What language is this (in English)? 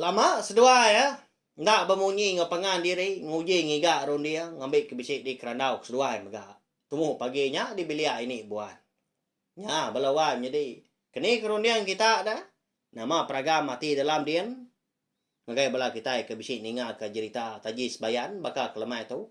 Iban